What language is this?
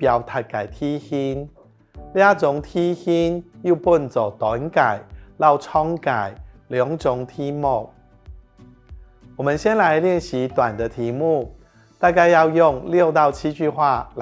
Hakka Chinese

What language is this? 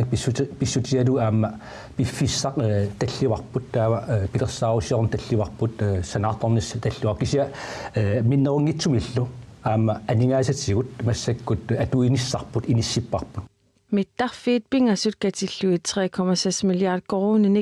Kalaallisut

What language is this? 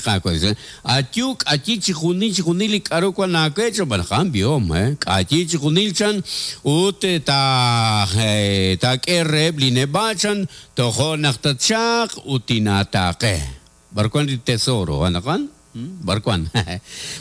Kekchí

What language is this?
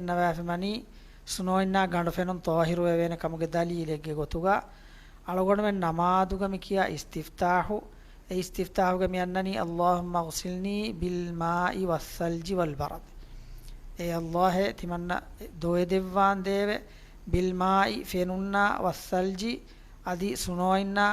Divehi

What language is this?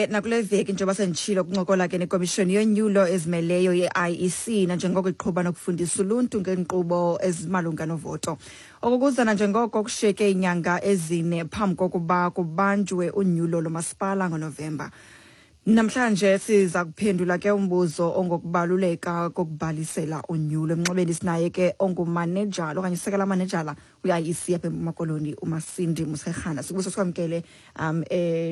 Xhosa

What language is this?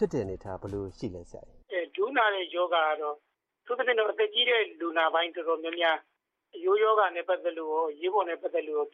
Burmese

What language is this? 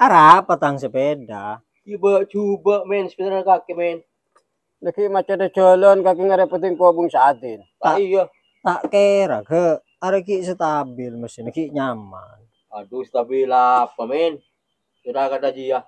Madurese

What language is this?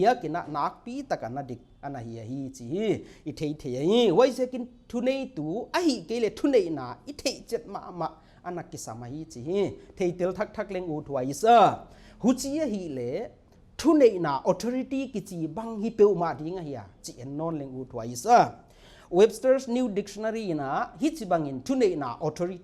Paite Chin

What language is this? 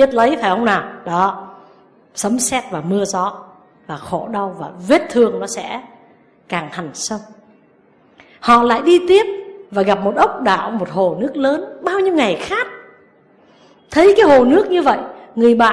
Vietnamese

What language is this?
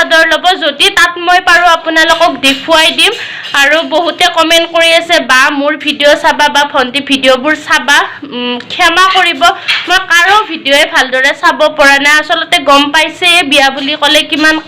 Assamese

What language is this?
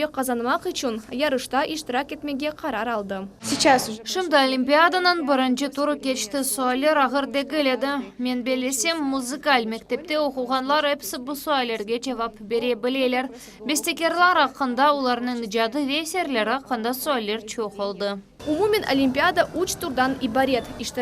Crimean Tatar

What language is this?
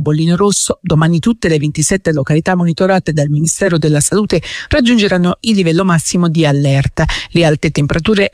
Italian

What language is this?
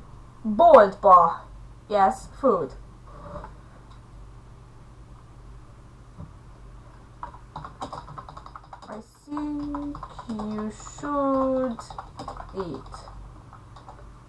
Hungarian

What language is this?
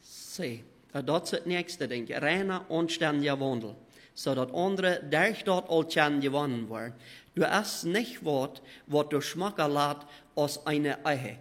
Plautdietsch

